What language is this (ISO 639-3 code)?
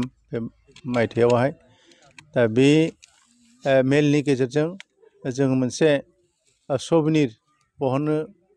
brx